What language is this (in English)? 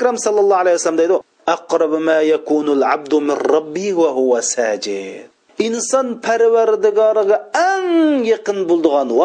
Uyghur